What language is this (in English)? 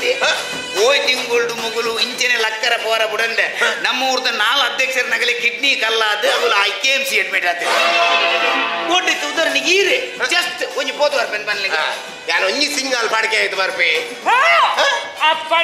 Tulu